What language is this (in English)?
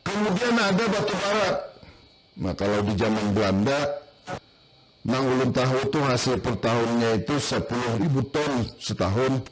Banjar